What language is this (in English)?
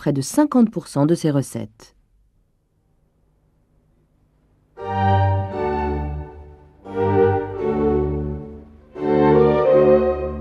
French